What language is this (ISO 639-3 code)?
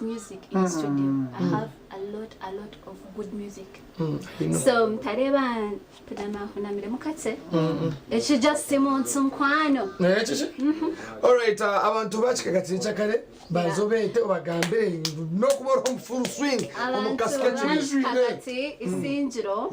nyn